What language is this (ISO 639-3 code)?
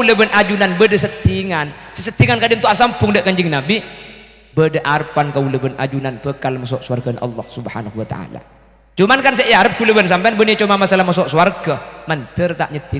mad